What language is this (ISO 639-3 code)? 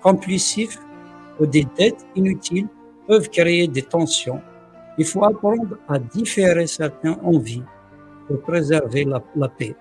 kab